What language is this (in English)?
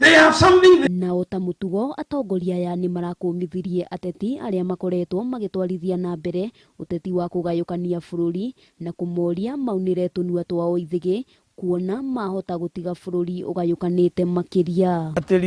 Kikuyu